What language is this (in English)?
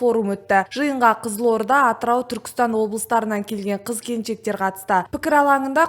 Kazakh